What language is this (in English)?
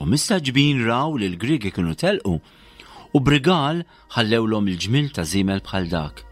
Maltese